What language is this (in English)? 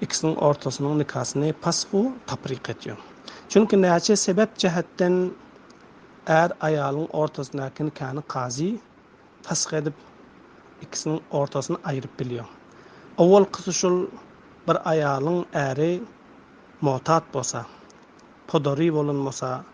Turkmen